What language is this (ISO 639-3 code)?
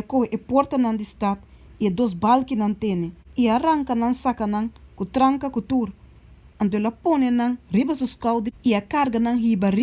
pap